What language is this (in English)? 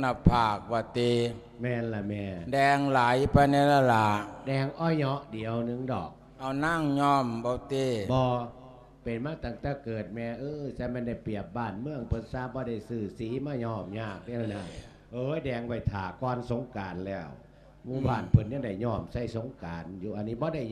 Lao